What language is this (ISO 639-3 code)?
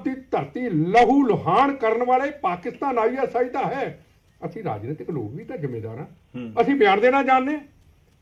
pan